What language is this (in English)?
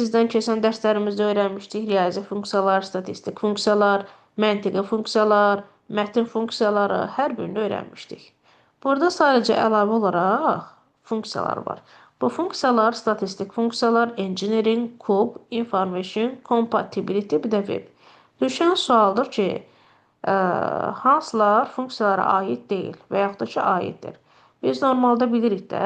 Azerbaijani